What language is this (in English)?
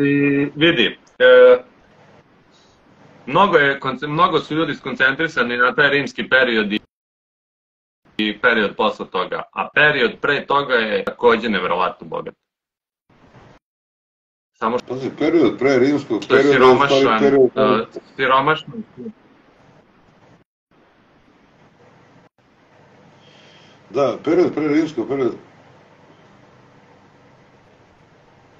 Serbian